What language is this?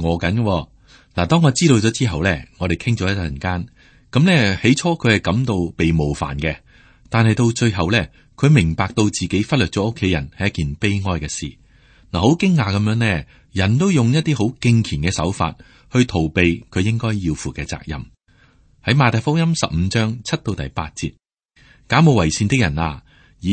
Cantonese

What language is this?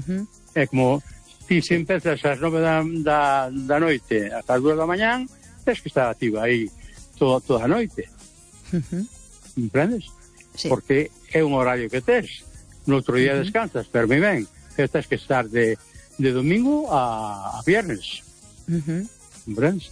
Galician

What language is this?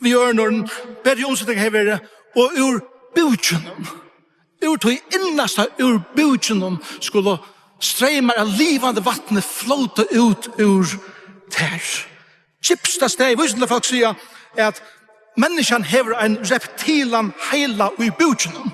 Faroese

